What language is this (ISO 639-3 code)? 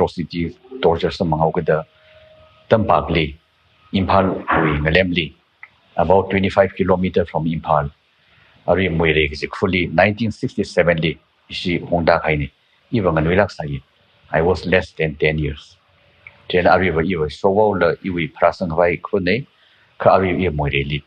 nmf